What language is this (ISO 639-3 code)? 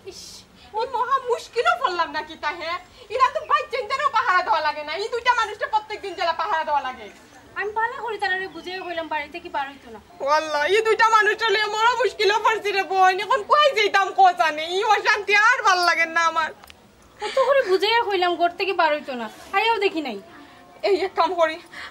syl